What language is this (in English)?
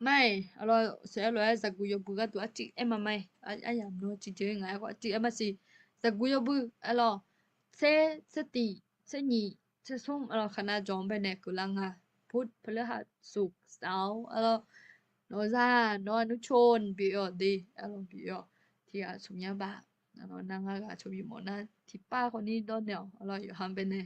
Akha